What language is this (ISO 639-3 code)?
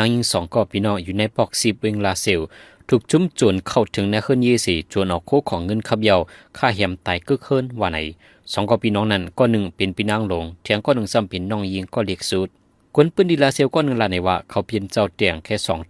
shn